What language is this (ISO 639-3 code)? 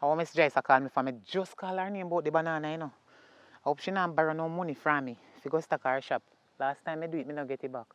jam